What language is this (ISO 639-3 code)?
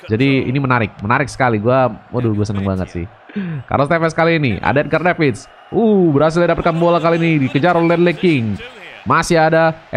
ind